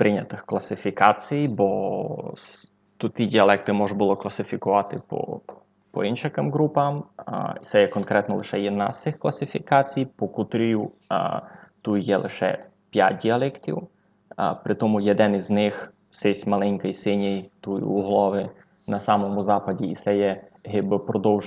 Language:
Rusyn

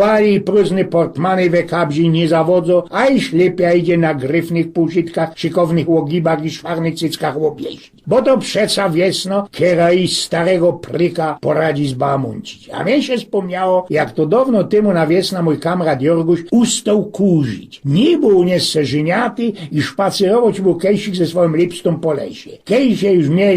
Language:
Silesian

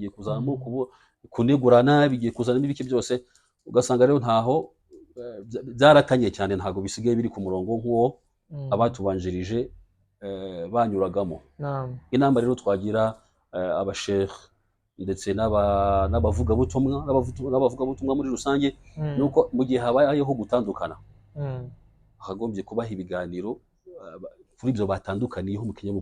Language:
Kinyarwanda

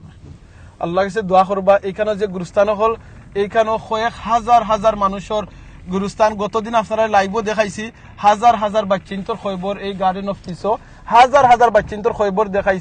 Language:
Sylheti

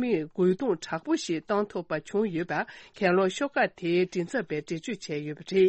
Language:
Tibetan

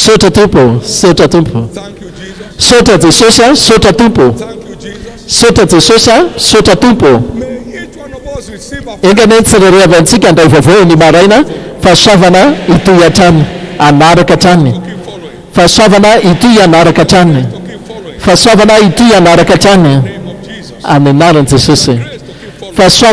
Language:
Malagasy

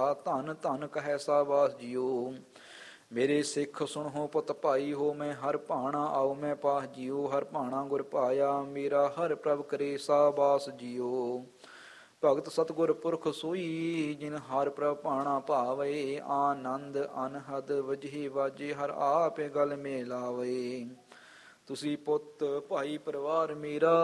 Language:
Punjabi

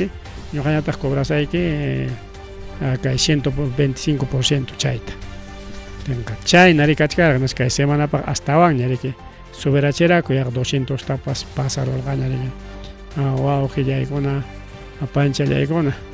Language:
Ayacucho Quechua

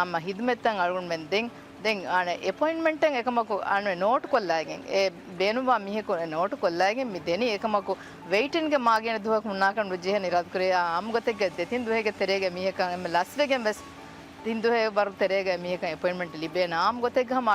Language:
Divehi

